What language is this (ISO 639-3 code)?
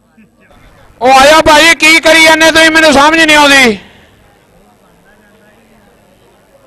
pan